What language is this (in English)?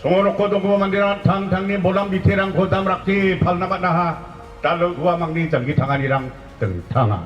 Garo